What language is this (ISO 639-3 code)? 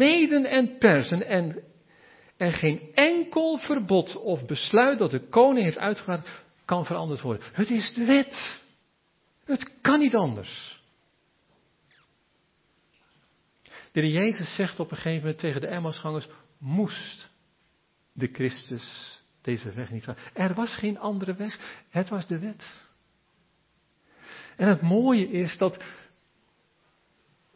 nld